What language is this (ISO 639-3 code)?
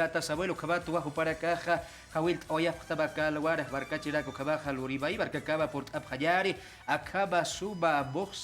aym